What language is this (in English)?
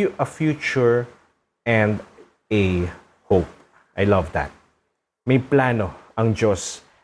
Filipino